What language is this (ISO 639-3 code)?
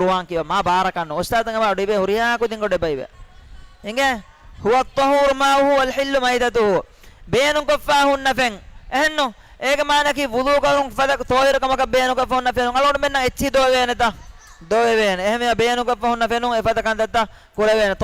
div